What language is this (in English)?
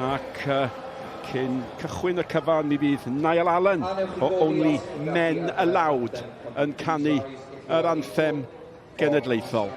Welsh